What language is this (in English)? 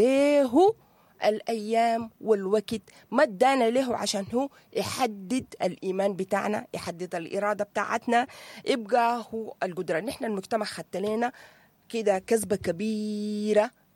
Sudanese Arabic